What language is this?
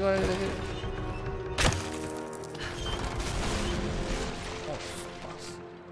Spanish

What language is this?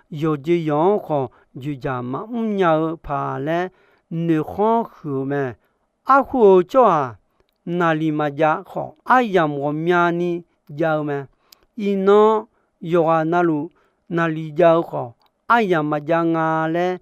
Akha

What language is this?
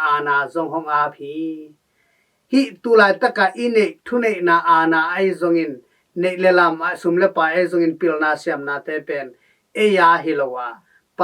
Tedim Chin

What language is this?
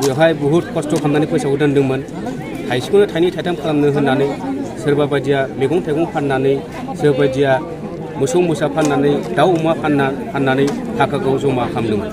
Bodo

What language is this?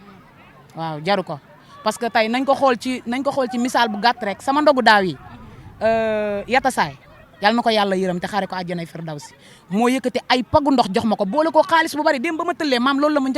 Wolof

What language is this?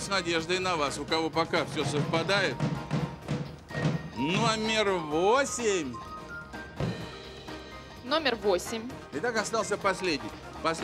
Russian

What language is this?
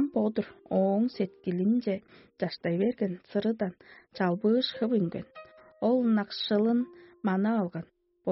Tuvinian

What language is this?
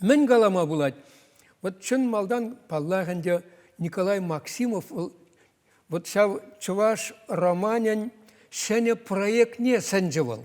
Chuvash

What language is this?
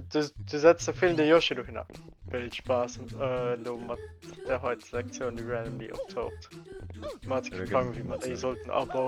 Luxembourgish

